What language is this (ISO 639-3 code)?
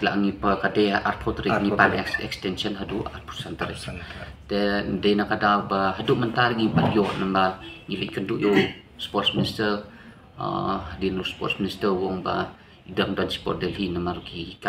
kha